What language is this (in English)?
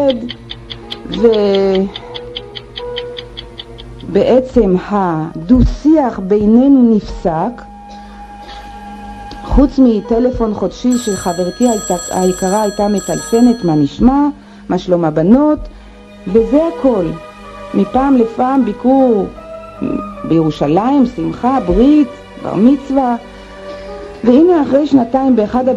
Hebrew